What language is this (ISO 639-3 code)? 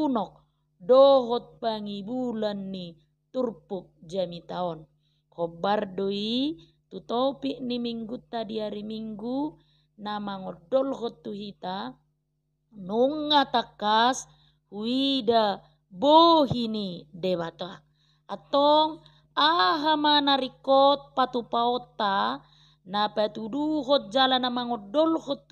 bbc